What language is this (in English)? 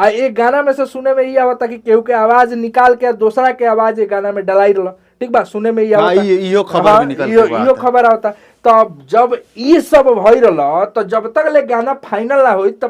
Bhojpuri